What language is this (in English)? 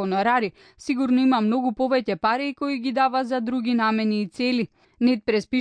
Macedonian